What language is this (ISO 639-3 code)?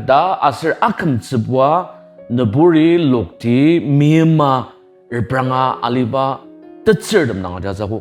njo